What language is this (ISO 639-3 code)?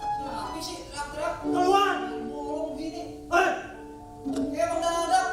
bew